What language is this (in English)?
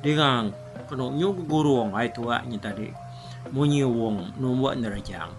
Iban